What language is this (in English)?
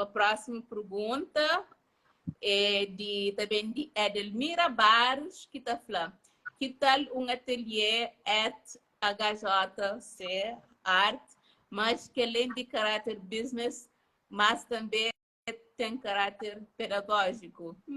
Kabuverdianu